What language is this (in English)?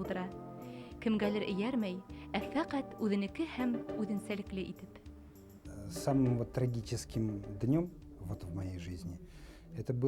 Bashkir